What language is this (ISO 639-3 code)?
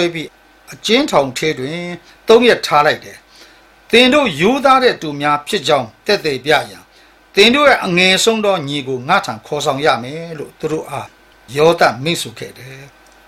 mya